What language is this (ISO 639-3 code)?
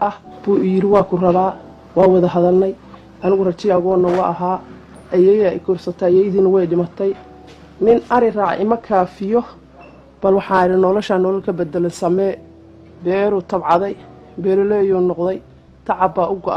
som